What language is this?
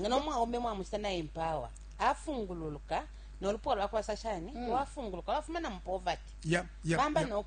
Bemba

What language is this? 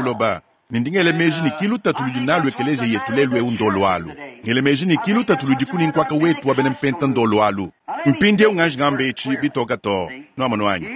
Luba-Lulua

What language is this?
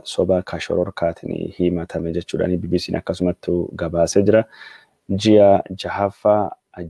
Oromo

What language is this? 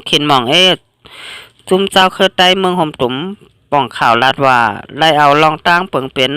Shan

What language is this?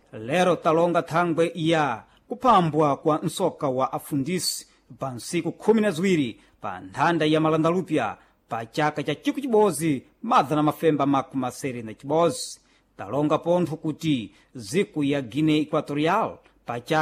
Sena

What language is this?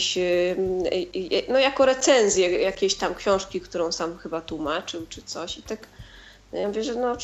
Polish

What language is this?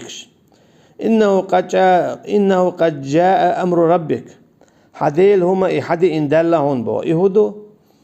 Chechen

